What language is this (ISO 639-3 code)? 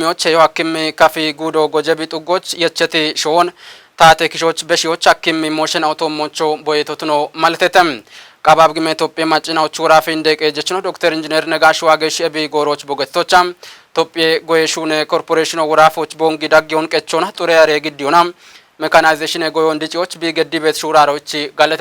kbr